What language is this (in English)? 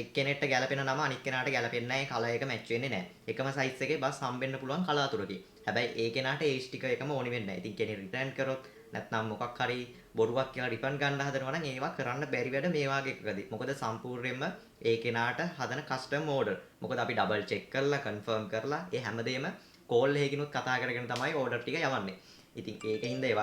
Sinhala